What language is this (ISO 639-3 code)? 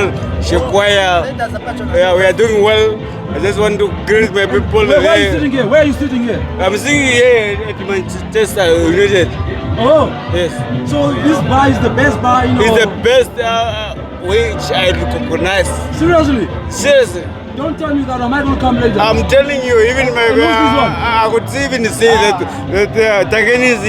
her